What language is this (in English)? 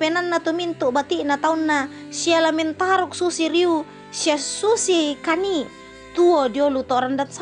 Toraja-Sa'dan